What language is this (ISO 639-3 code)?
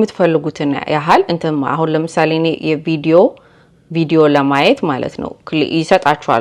amh